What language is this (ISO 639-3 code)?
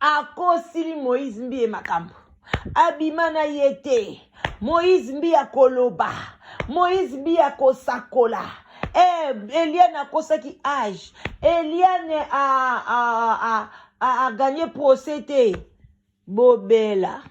lin